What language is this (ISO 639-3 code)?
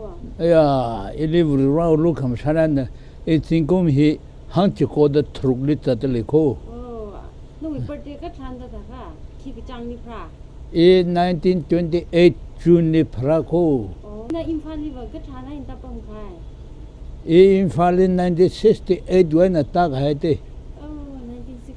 nmf